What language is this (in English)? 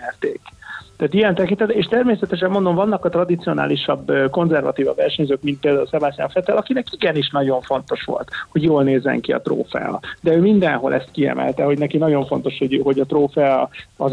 Hungarian